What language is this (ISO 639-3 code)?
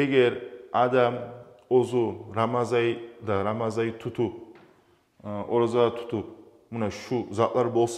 kum